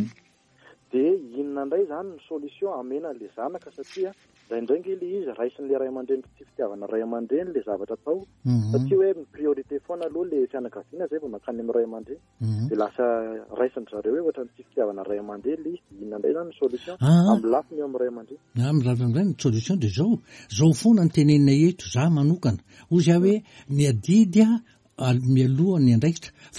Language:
Malagasy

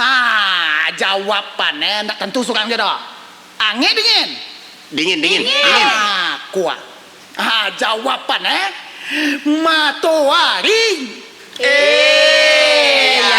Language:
Minangkabau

